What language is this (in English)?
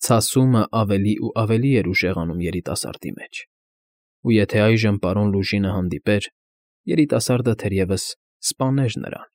Armenian